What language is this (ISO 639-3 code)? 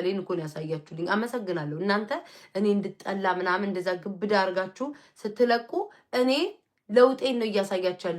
amh